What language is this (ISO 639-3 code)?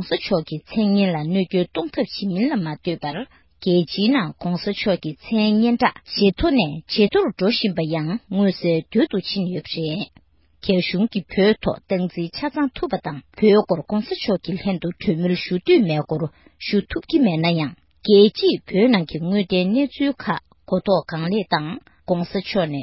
bod